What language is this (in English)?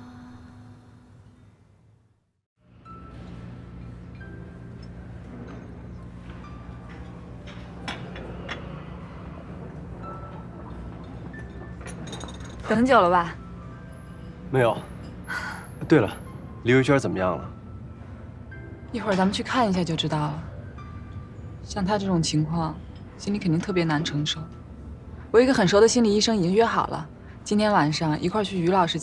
Chinese